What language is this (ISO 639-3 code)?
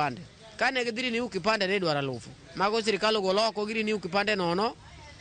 luo